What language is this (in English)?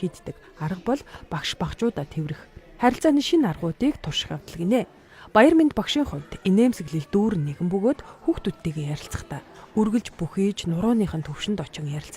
Mongolian